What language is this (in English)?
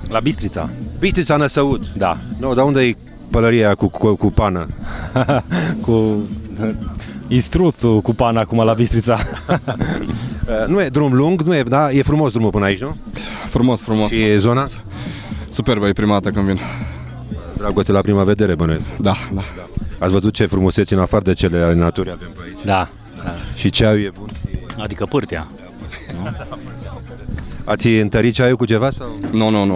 Romanian